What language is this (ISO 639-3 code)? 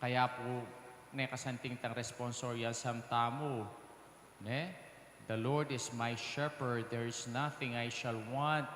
pam